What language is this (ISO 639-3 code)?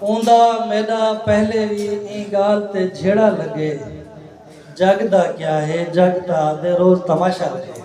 skr